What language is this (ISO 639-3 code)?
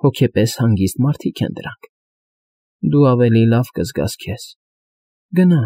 hye